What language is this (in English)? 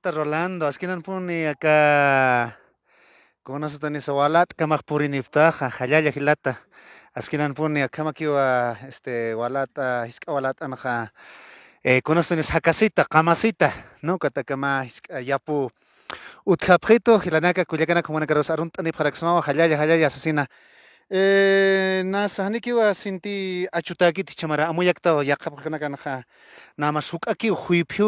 Aymara